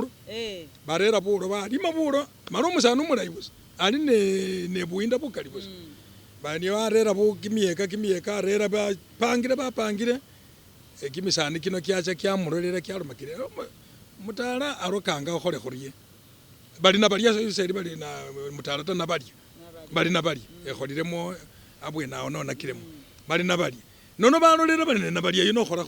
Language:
Masaaba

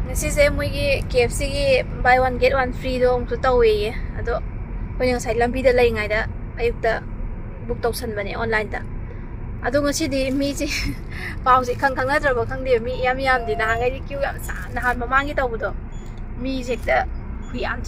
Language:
Manipuri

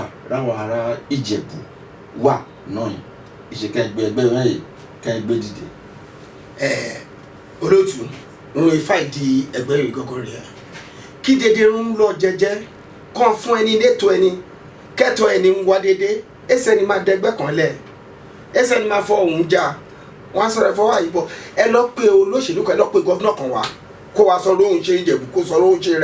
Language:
Yoruba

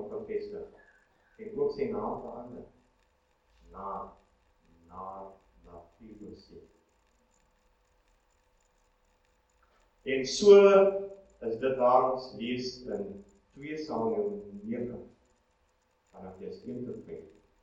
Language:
Afrikaans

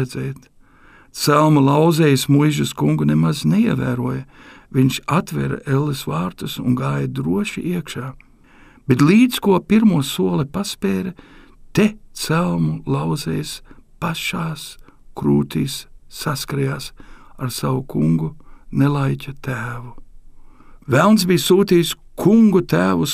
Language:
Latvian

